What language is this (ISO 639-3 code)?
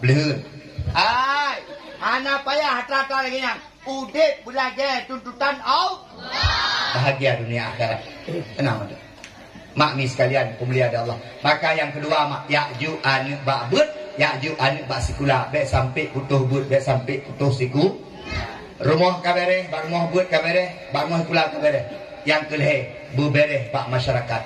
ace